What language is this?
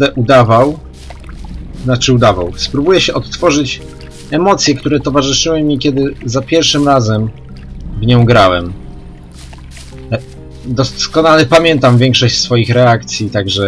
Polish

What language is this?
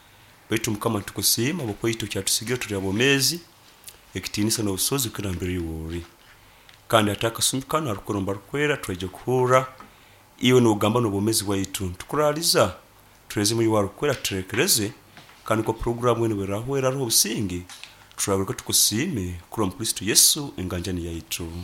Nyankole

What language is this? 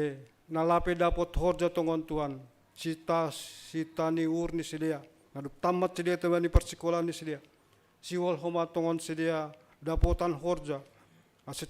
Batak Simalungun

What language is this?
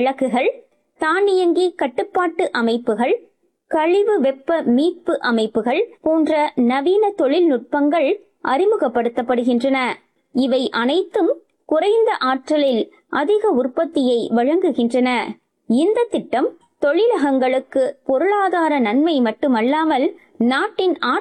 Tamil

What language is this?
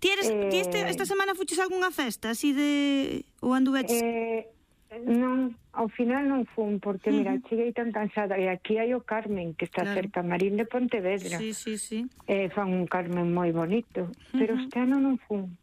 Galician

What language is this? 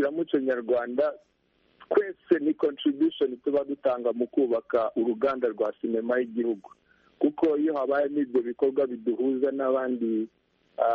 Kinyarwanda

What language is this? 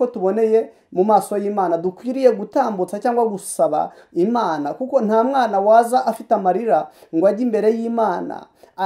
Kinyarwanda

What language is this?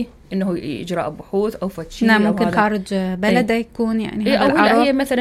Mesopotamian Arabic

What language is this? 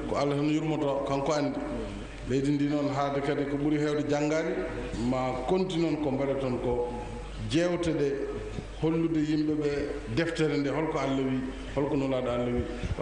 Fula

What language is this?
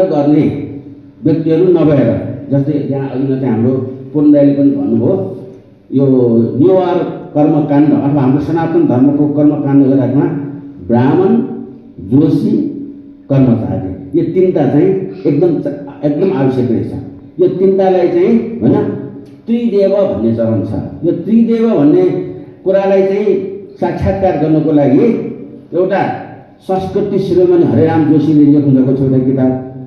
Nepali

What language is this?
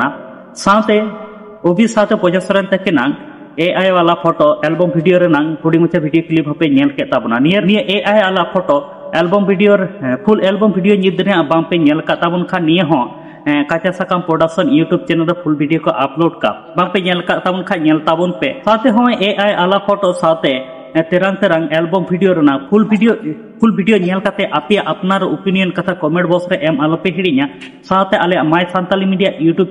Santali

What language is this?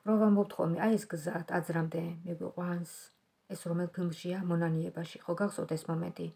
Georgian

